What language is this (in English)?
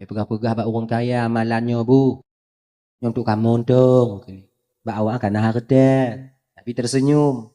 Achinese